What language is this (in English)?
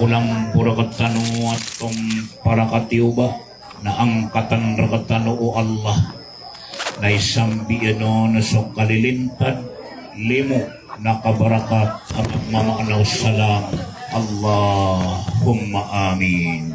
Maranao